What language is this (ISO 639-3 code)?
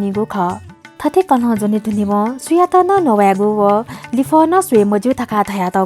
new